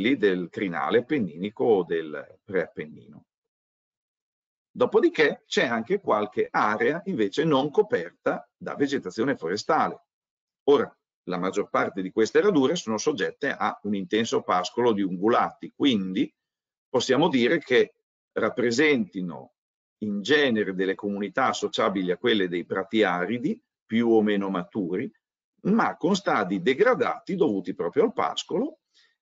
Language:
Italian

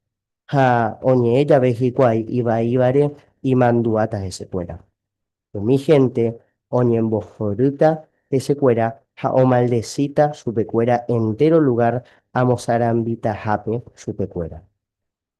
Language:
Guarani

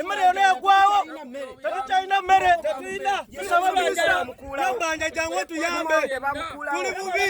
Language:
Ganda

